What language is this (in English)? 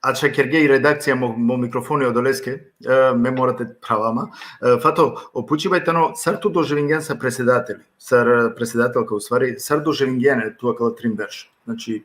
Balkan Romani